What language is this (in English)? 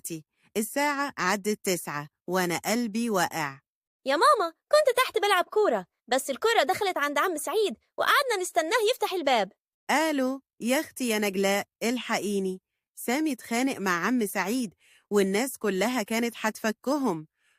Egyptian Arabic